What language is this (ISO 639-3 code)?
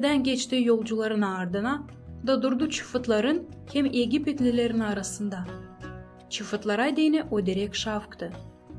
gag